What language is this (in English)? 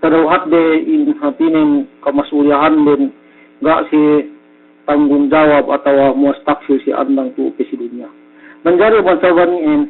Yakan